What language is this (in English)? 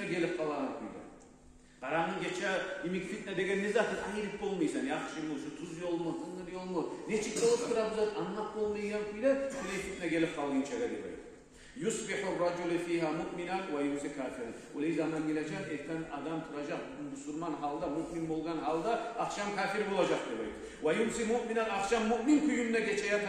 Kumyk